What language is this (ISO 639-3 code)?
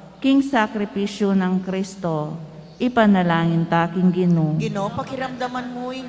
pam